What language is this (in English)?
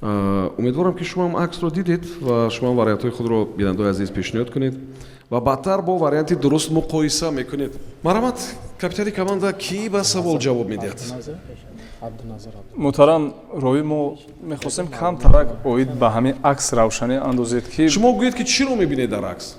Tajik